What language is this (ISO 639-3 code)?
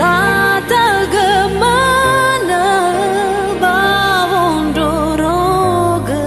nia